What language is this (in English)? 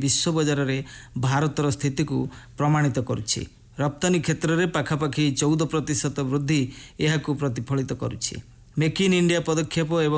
Odia